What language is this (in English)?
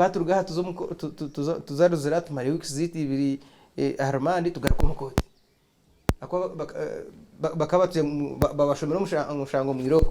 Nyankole